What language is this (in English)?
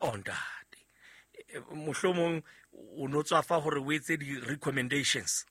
Southern Sotho